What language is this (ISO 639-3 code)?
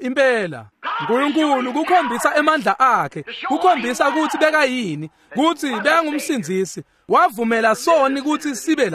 ssw